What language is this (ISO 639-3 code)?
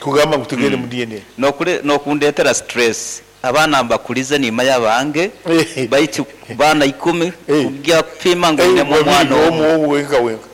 nyn